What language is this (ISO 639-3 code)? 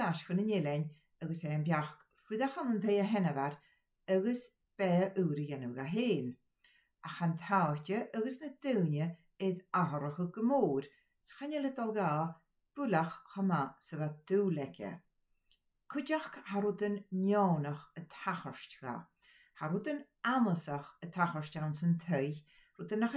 gla